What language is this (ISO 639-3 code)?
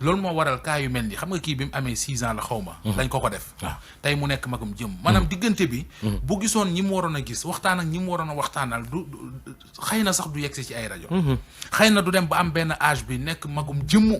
wol